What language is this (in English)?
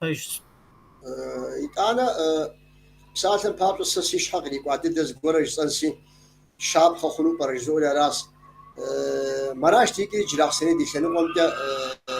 Kabardian